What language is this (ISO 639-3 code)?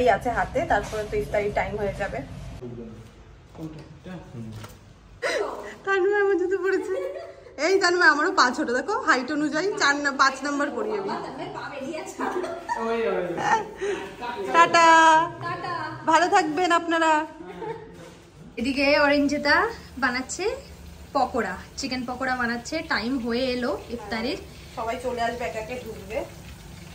ben